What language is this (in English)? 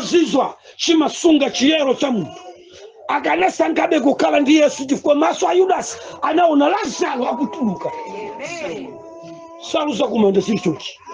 Nyanja